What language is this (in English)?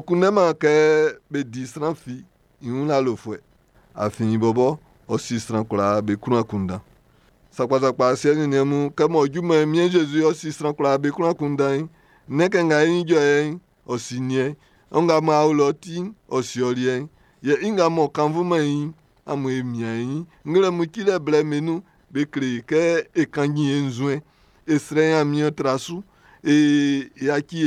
Baoulé